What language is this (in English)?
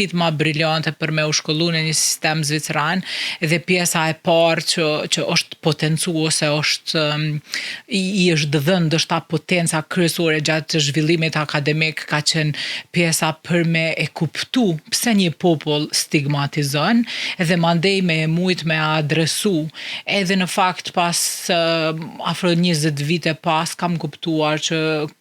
Albanian